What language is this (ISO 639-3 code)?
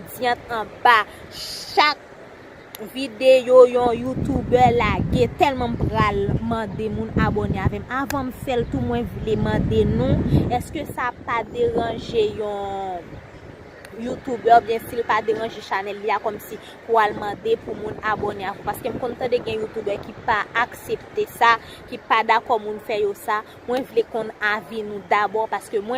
hat